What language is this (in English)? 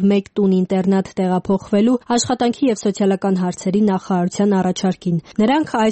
Armenian